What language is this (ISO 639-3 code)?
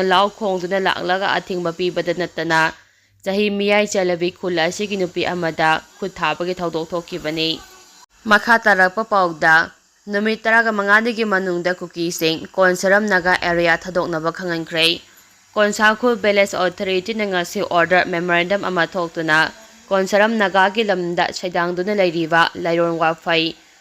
mni